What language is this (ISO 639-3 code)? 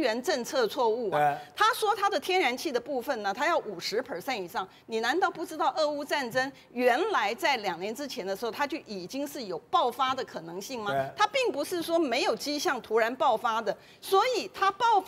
zho